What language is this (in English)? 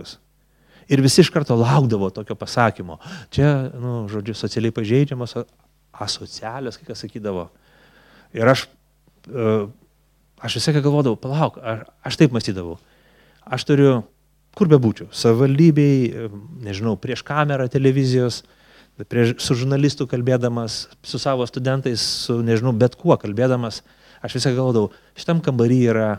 Lithuanian